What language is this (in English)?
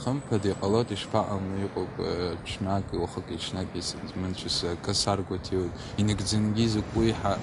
Abkhazian